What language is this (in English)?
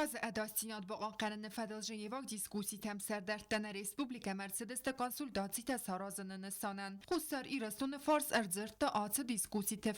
Ossetic